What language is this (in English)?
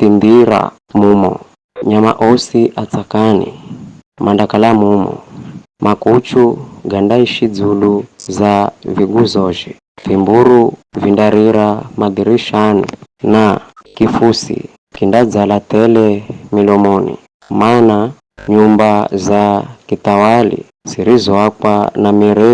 Giryama